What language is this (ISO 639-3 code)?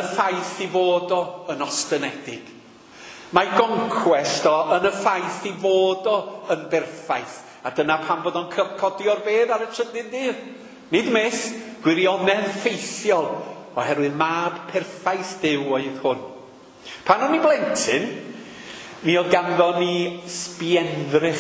cym